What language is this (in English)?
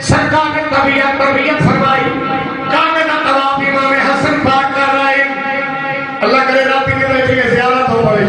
Saraiki